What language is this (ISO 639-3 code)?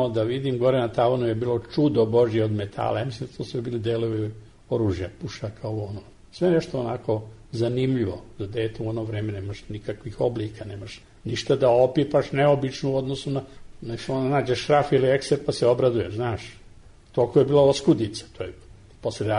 srp